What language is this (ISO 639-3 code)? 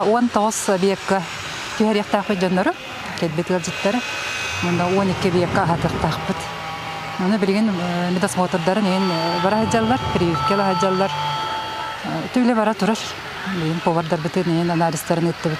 sah